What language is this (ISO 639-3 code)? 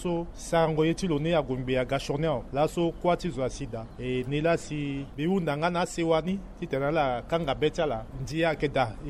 sag